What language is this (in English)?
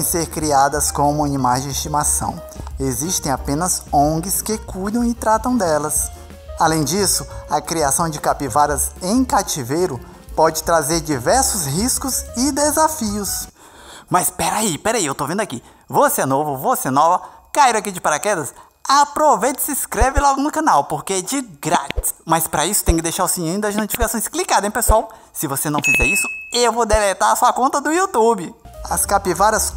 Portuguese